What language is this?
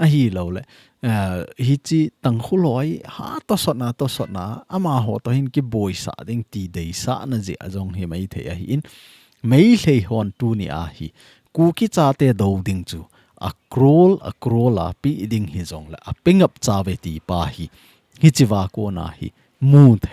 Thado Chin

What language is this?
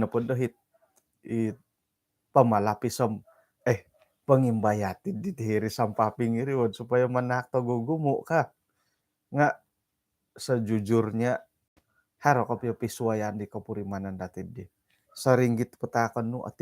Central Dusun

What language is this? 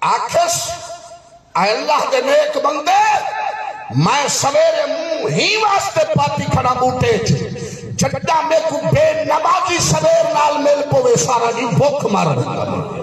Saraiki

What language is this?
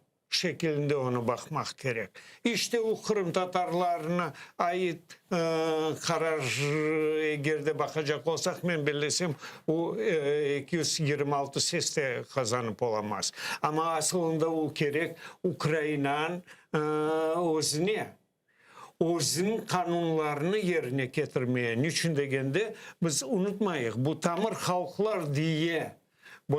Crimean Tatar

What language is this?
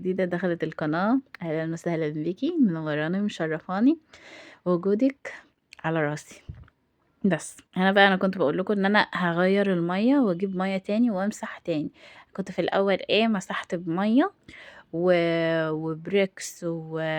Egyptian Arabic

